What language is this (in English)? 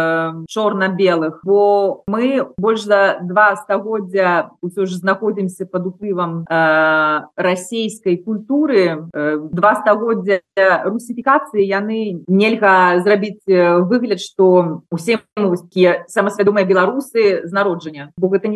Belarusian